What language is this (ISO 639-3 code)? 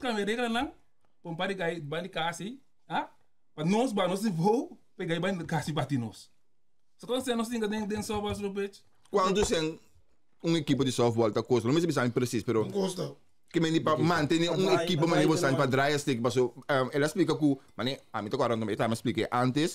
pap